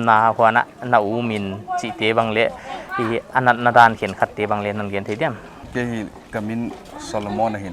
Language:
Paite Chin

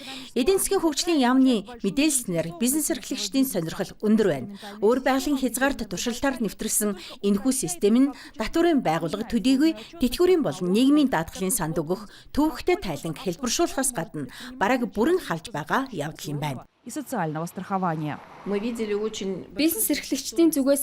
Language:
Mongolian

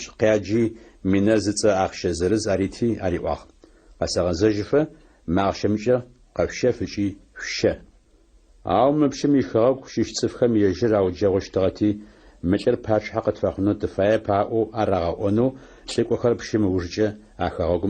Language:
Adyghe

